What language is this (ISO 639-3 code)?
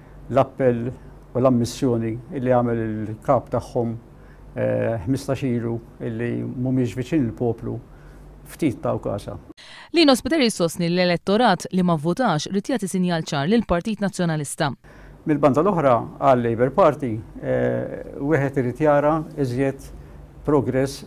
mlt